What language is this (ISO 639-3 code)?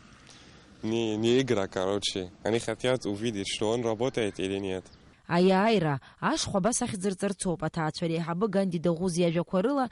abk